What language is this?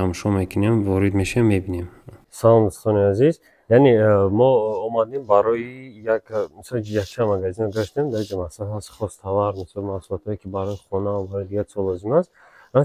Tajik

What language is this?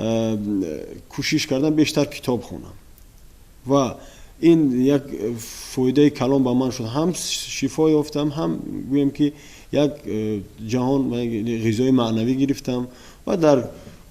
Tajik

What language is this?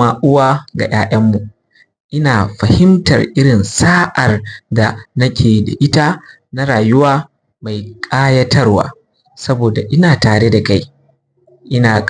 Hausa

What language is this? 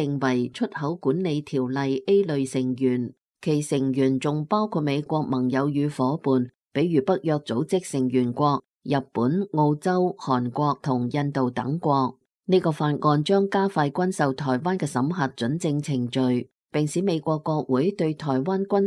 Cantonese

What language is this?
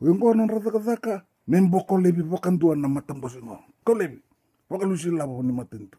Fijian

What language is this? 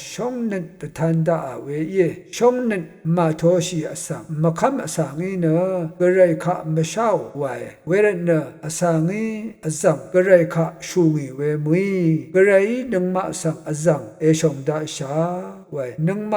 Rawang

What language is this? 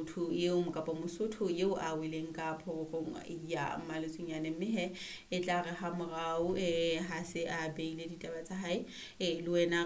Southern Sotho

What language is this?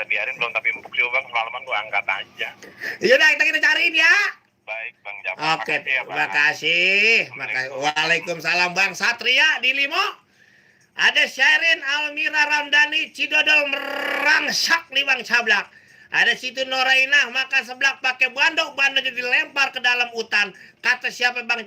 Betawi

